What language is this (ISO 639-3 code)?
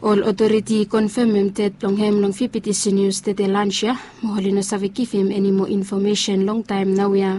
bis